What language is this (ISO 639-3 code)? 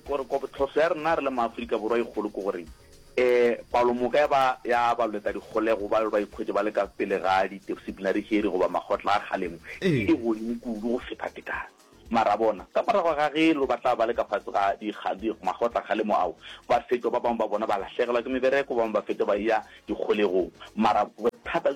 nso